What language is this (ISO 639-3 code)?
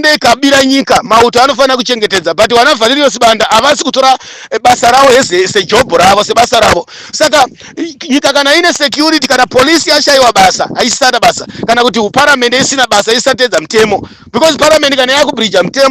sna